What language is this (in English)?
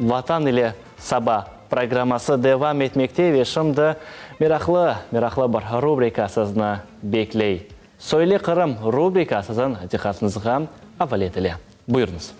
Crimean Tatar